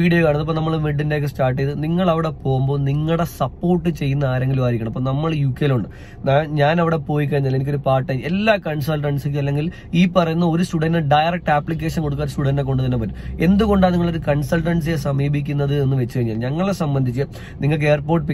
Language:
Malayalam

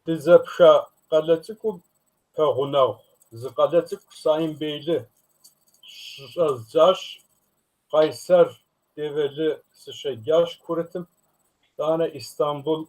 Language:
Kabardian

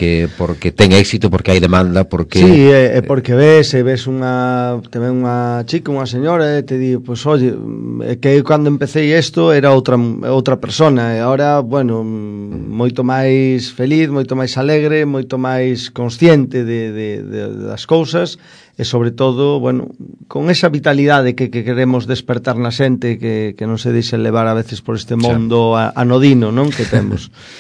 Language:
Galician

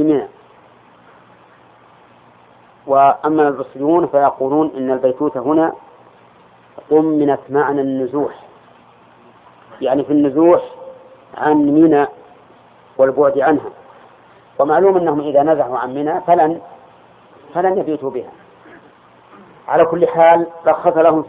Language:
Arabic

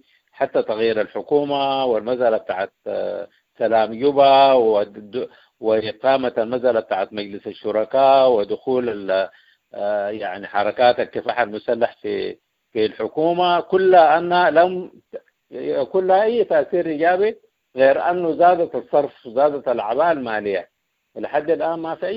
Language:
Sudanese Arabic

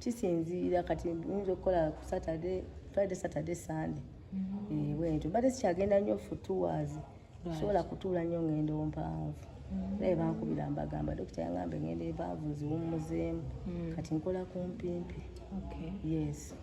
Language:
Ganda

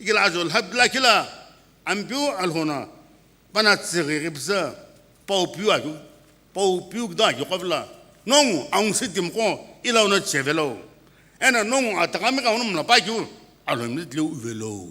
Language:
Sumi Naga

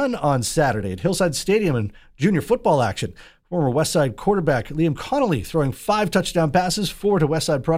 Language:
English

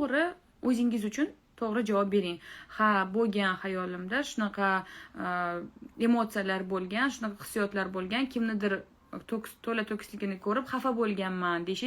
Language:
Uzbek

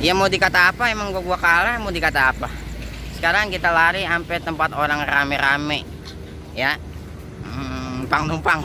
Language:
Betawi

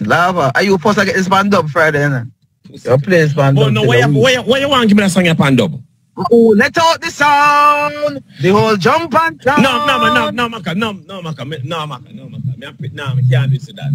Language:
Jamaican Creole English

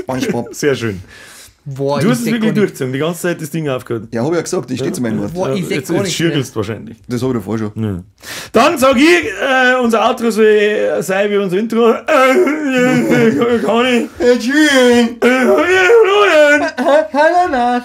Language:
Bavarian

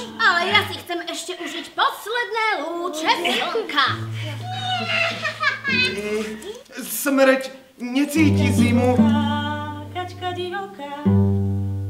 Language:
Slovak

